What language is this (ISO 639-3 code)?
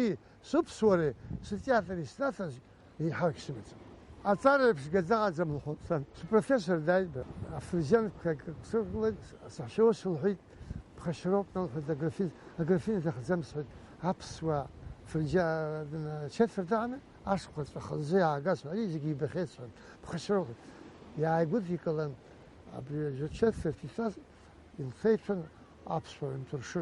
abk